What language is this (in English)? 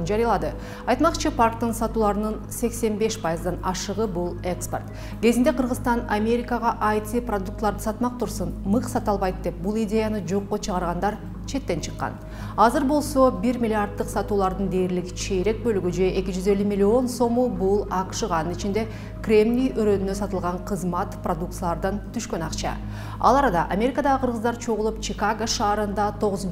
Kyrgyz